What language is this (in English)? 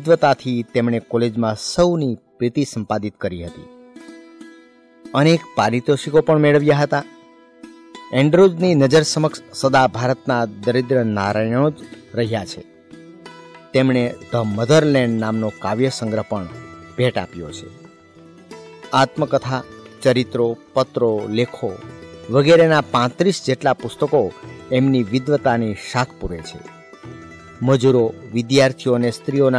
Gujarati